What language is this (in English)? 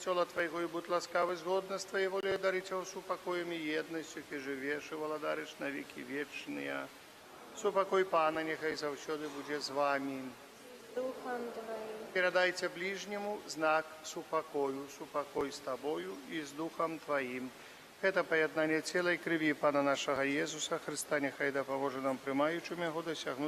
Belarusian